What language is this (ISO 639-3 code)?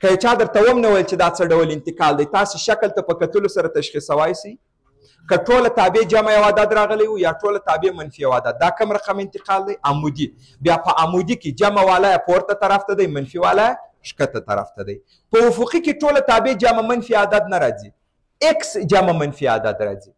pus